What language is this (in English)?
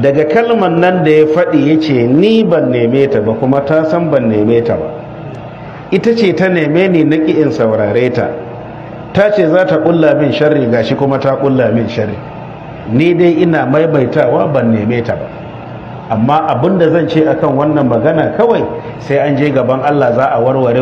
Hausa